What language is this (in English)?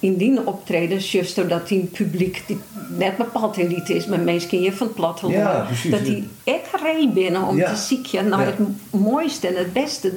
Western Frisian